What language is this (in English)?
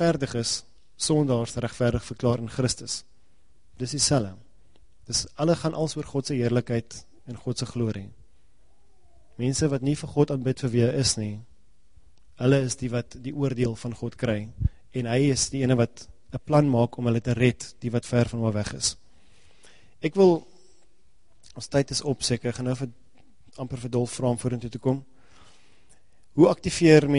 Afrikaans